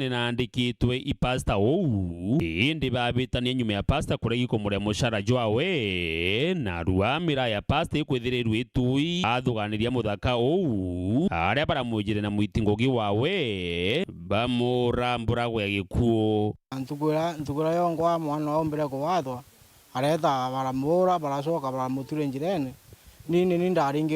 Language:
Meru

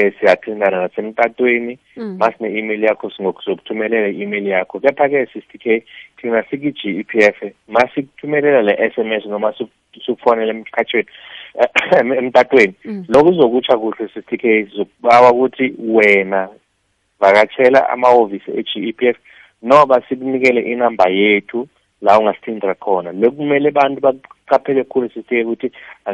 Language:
South Ndebele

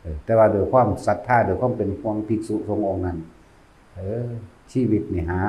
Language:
Lao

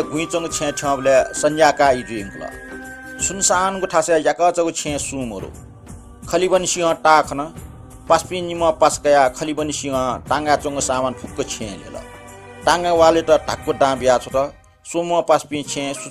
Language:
Newari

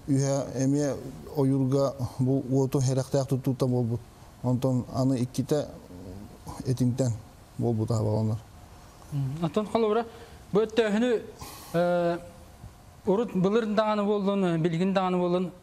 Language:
Yakut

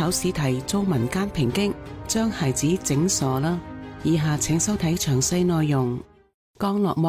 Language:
Cantonese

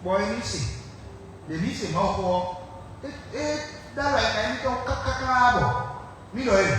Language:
Fon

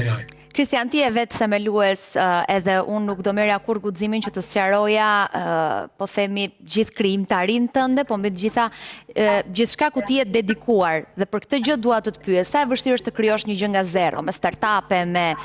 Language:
Albanian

